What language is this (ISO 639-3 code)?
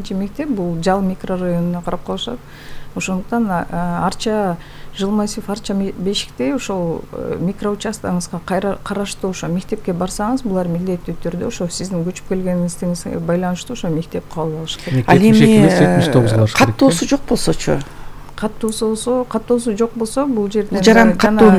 kir